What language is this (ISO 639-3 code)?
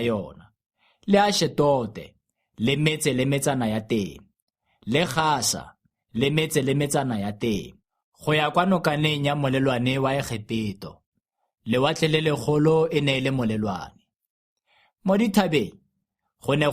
tsn